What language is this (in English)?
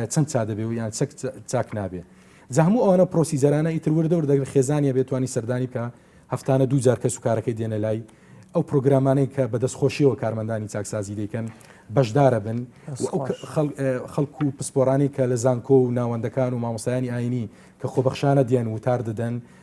Central Kurdish